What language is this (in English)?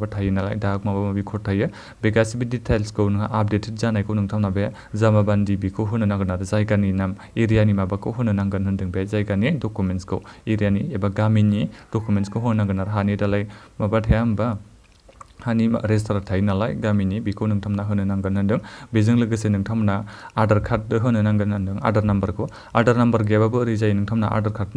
Bodo